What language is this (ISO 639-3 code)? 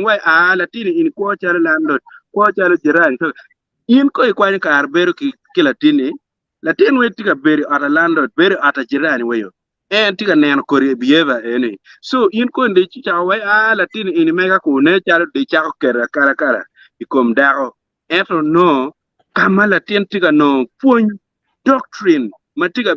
ach